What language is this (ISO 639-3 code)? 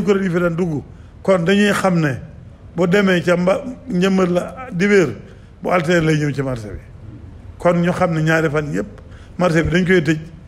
wol